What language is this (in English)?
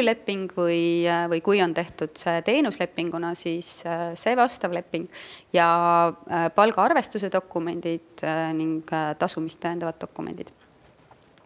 Estonian